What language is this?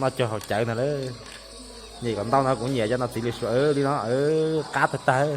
Hmong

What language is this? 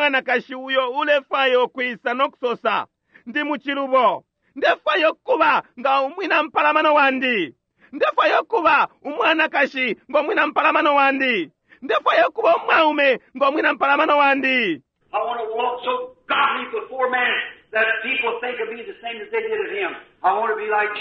Bemba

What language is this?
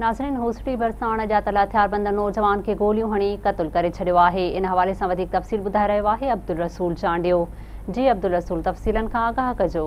Sindhi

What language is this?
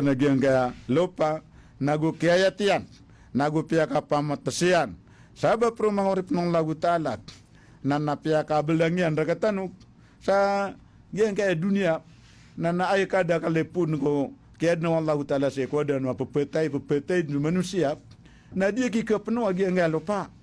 Maranao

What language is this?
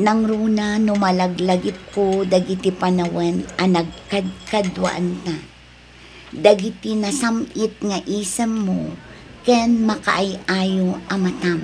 Iloko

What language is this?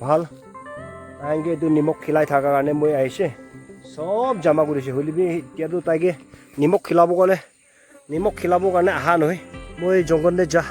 Naga Pidgin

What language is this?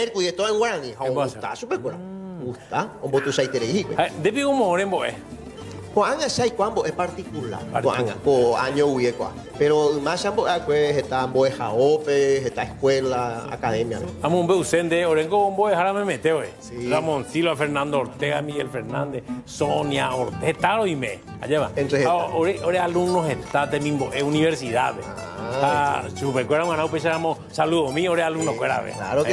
Guarani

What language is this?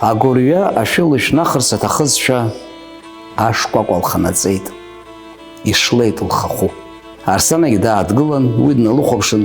Abkhazian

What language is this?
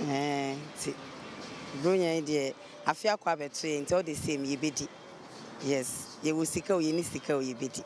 Akan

